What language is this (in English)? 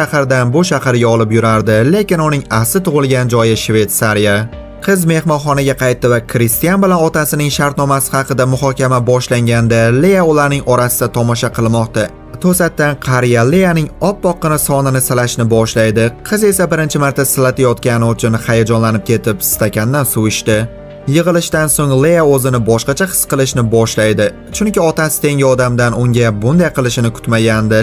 Uzbek